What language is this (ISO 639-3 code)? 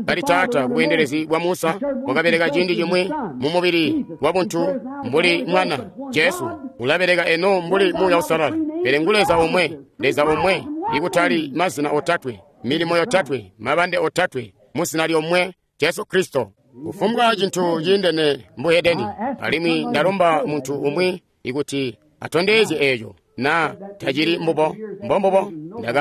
toi